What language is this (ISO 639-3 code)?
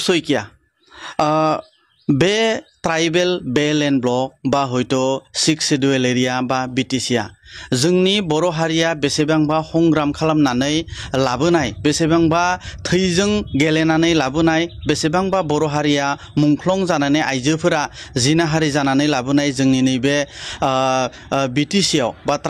brx